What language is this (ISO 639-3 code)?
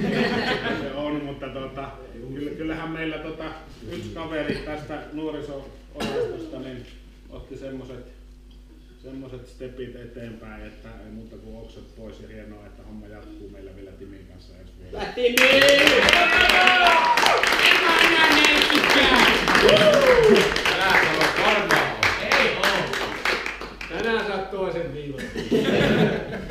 fin